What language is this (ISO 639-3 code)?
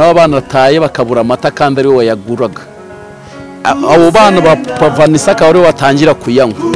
kin